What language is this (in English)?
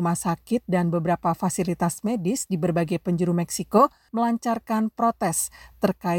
Indonesian